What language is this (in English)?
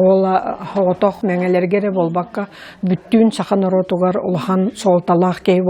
Yakut